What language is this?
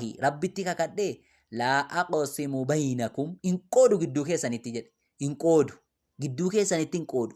Oromo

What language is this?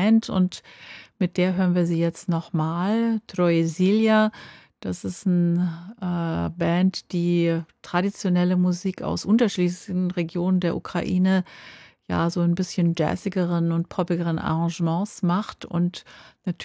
German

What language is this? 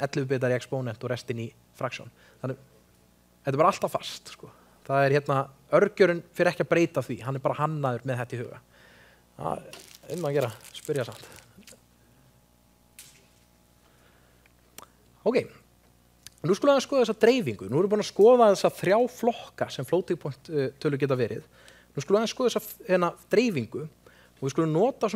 Icelandic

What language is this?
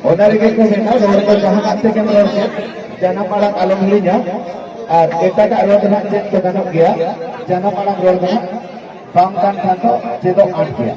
Santali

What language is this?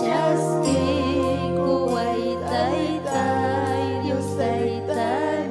Ayacucho Quechua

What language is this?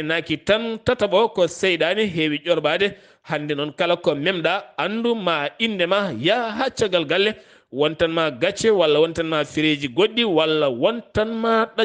Fula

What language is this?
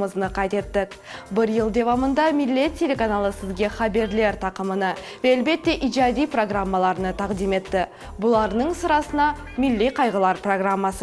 Crimean Tatar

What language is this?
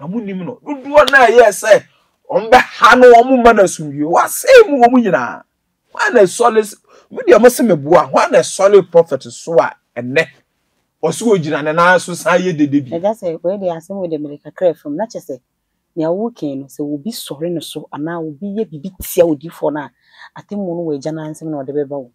Akan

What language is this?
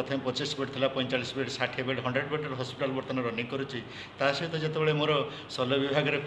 Odia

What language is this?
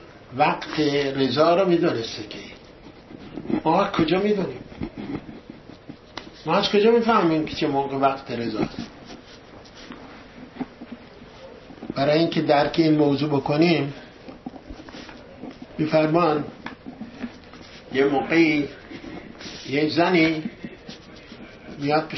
Persian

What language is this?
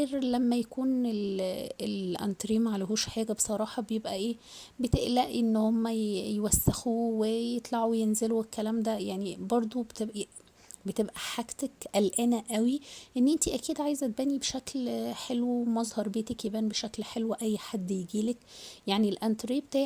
Egyptian Arabic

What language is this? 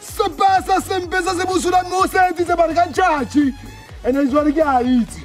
Tswana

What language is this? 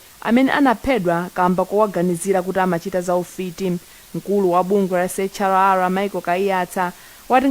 Nyanja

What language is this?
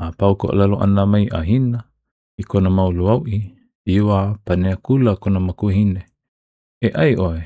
Hawaiian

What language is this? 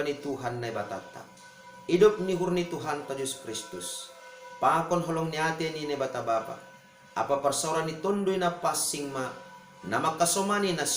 Batak Simalungun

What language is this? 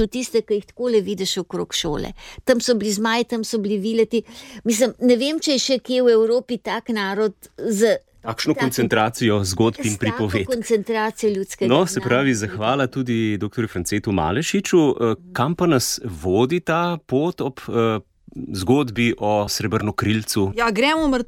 Slovenian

